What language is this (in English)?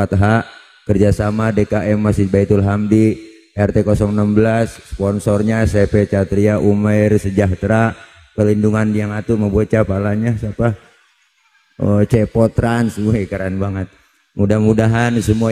Betawi